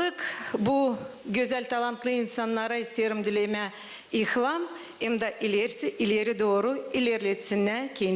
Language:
Gagauz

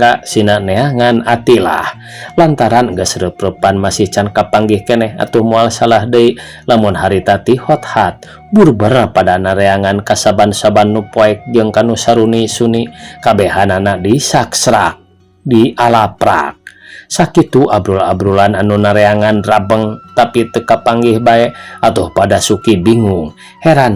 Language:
Sundanese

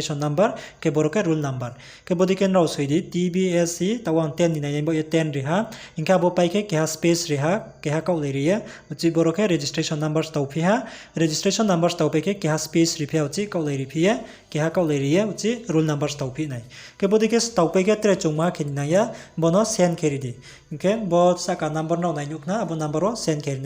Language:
Riang (India)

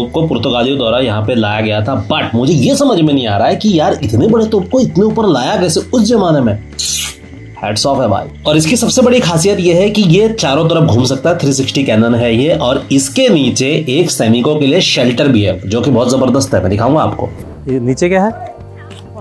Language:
Hindi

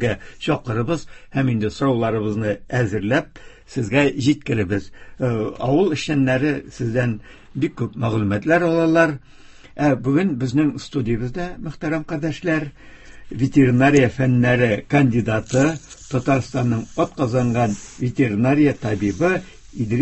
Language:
Tatar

